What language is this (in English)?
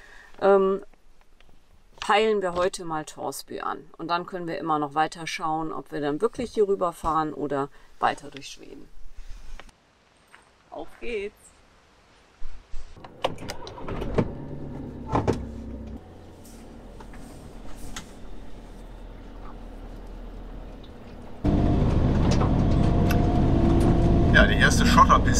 German